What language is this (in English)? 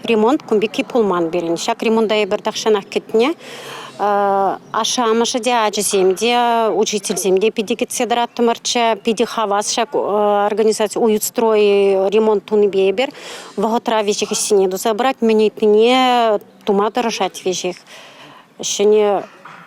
Chuvash